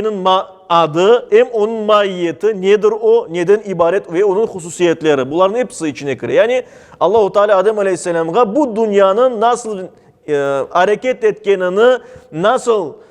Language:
Crimean Tatar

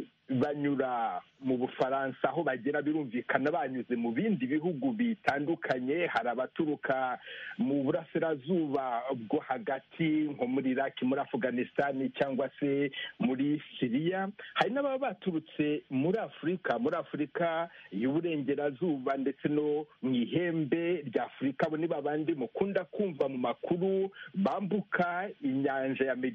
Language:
Kinyarwanda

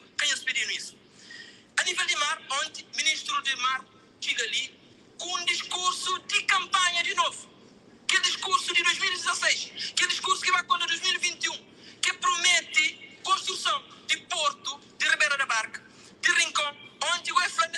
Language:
Kabuverdianu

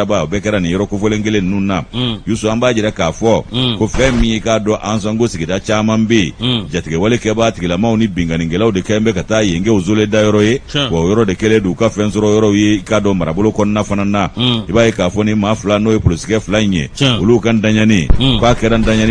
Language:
Bambara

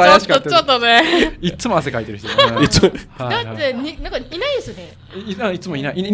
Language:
Japanese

